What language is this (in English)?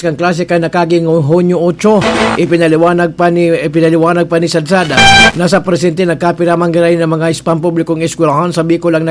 Bikol